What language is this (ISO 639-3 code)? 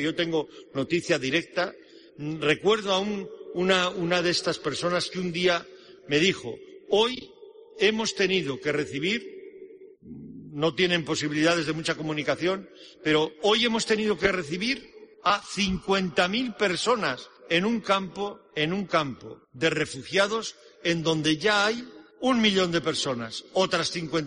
spa